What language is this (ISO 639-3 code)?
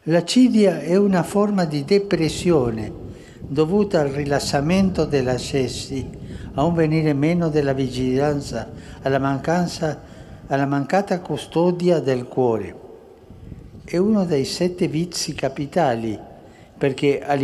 ita